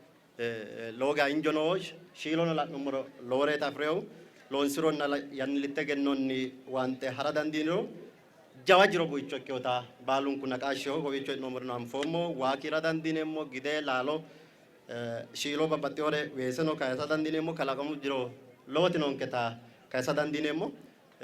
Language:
Sidamo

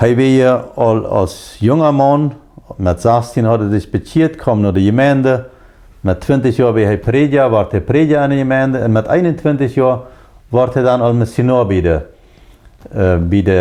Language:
Plautdietsch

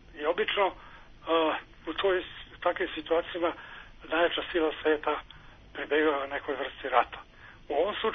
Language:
Serbian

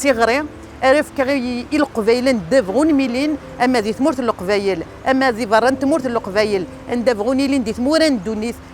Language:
Kabyle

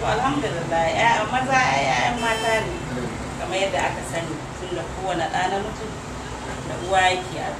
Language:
Hausa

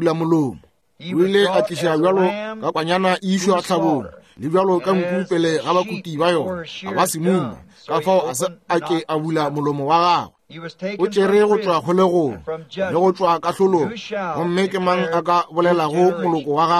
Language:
Northern Sotho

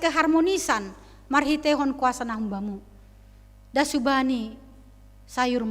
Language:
Batak Simalungun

